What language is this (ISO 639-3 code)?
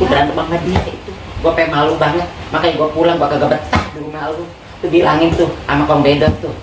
bew